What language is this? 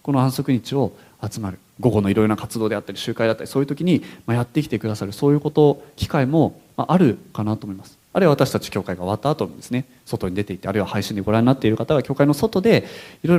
Japanese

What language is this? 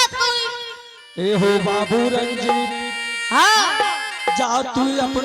Angika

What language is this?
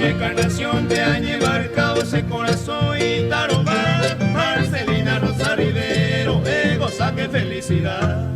Guarani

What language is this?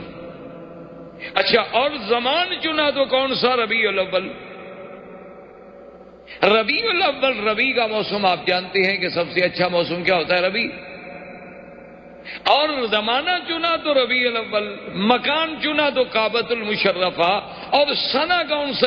Urdu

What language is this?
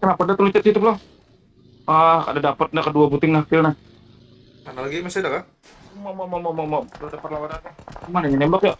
Banjar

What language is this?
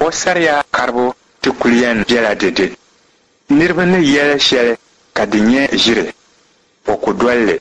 Dagbani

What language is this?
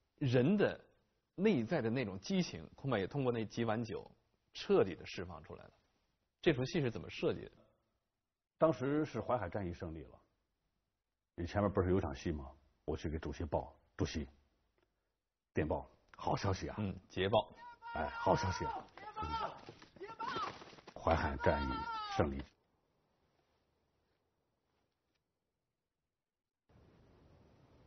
Chinese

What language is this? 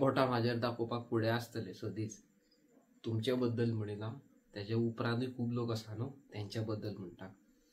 Konkani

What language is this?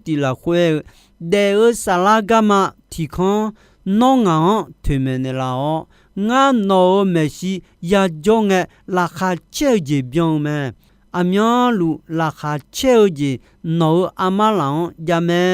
Akha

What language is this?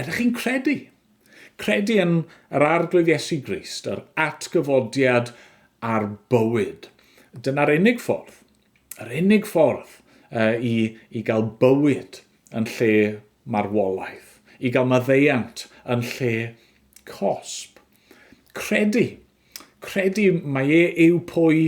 Welsh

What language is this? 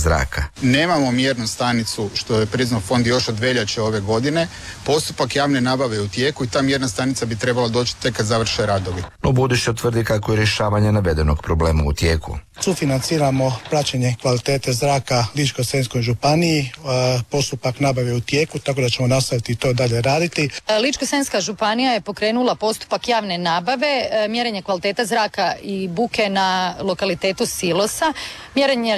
Croatian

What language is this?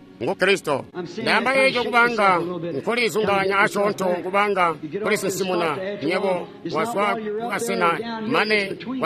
Tonga (Zambia)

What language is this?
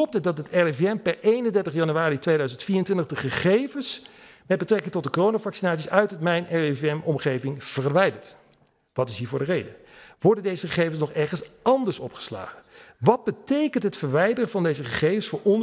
Dutch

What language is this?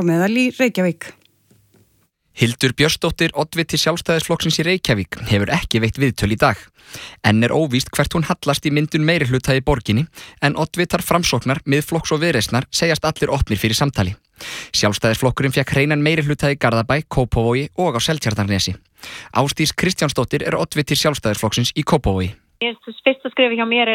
Icelandic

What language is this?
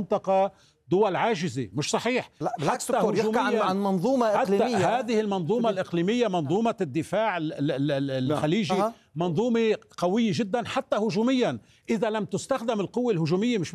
Arabic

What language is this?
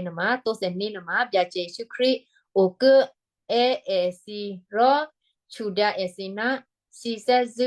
Western Kayah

